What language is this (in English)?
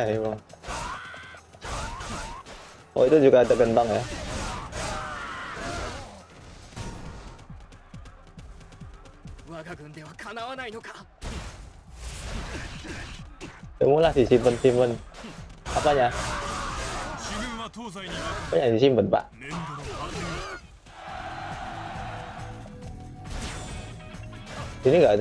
Indonesian